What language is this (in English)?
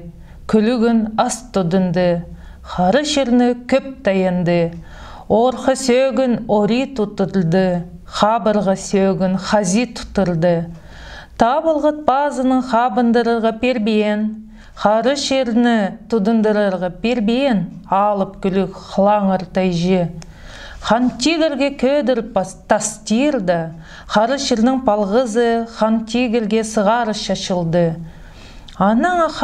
Khakas